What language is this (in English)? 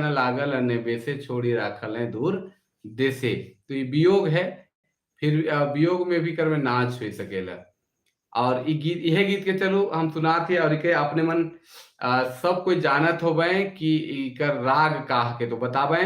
Sadri